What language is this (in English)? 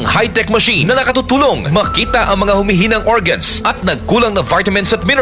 Filipino